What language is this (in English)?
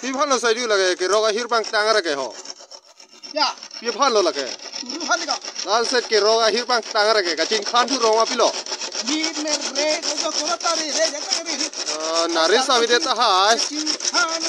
Karbi